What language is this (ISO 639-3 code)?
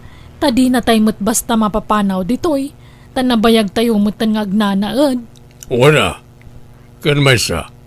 ilo